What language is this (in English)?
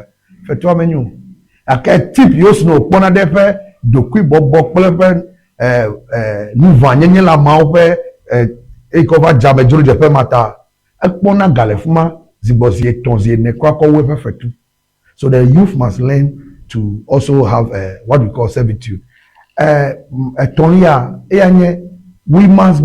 Ewe